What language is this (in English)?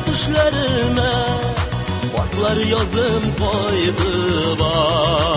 Tatar